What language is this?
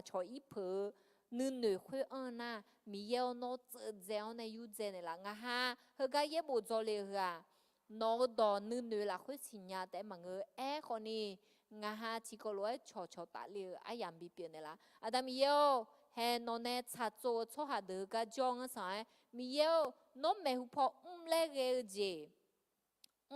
Akha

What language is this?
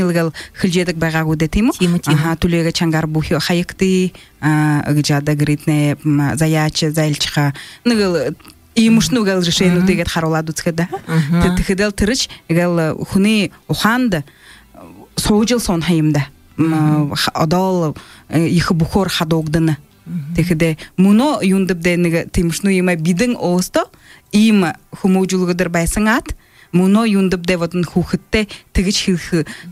Buriat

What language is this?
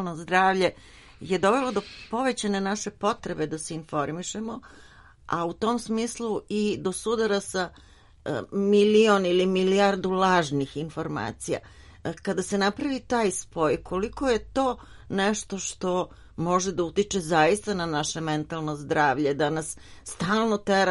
Serbian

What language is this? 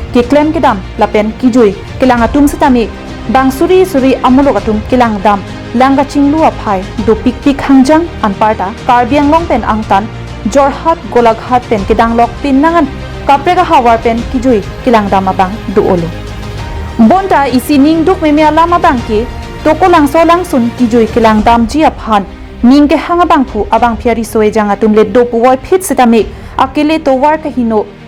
Karbi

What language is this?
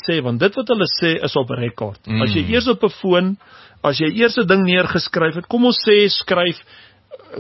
Afrikaans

